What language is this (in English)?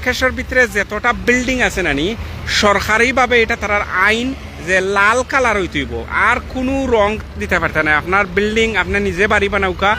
Sylheti